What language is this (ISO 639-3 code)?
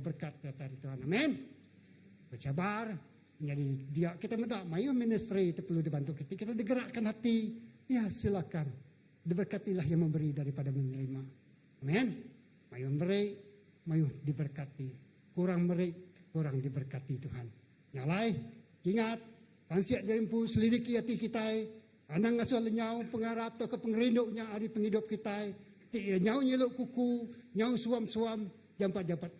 iba